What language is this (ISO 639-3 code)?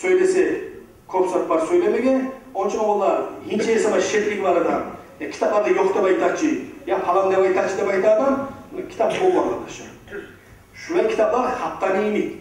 kum